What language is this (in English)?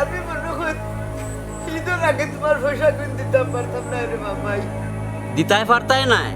Sylheti